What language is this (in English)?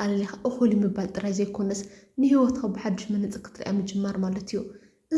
Tigrinya